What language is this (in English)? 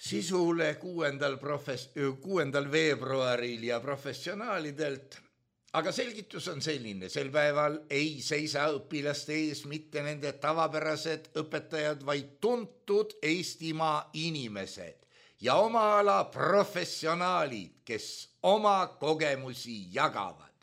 Estonian